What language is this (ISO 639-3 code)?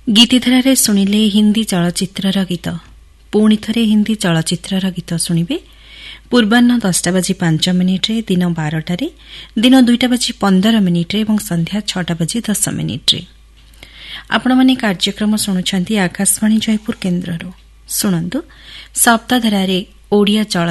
ori